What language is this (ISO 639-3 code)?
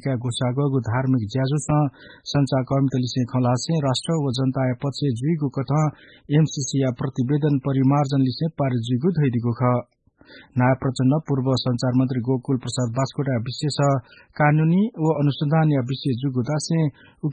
new